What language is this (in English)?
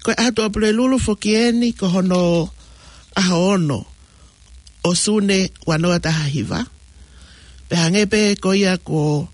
Tongan